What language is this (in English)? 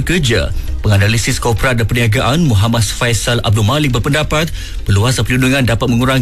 Malay